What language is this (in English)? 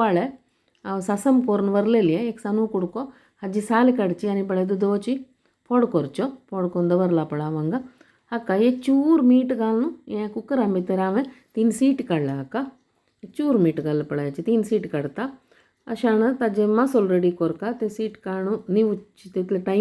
Konkani